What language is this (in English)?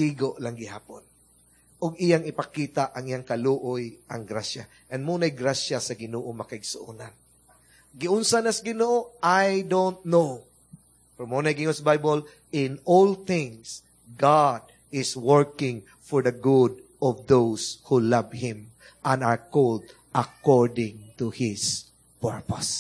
Cebuano